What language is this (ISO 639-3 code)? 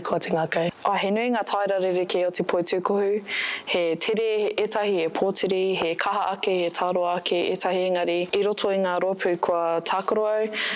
mri